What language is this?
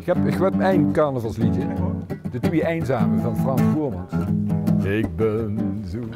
Limburgish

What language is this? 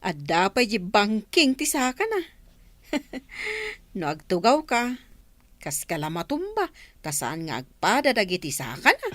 Iloko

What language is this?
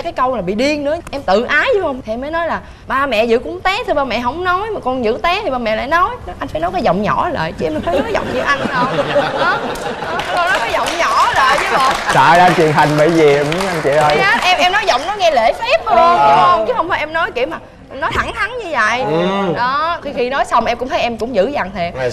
Vietnamese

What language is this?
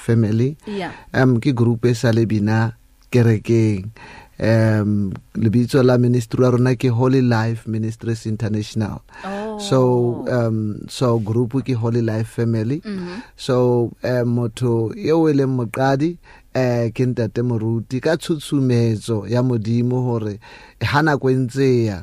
Southern Sotho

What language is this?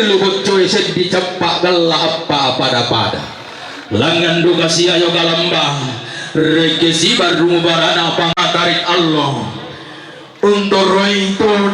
Toraja-Sa'dan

